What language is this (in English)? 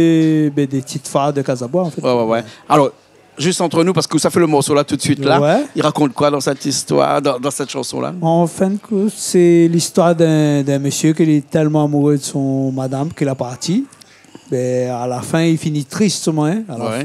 Réunion Creole French